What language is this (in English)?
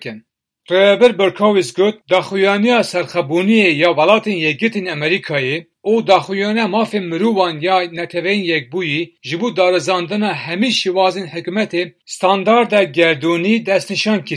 Kurdish